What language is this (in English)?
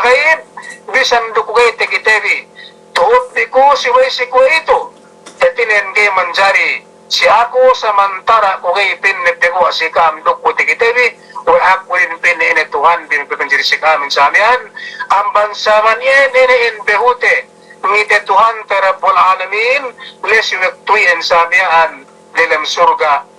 Yakan